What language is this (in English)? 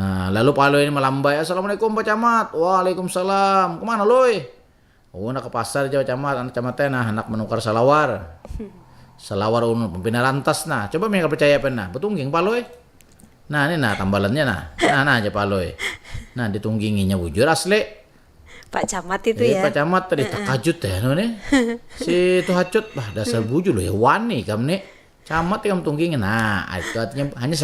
Banjar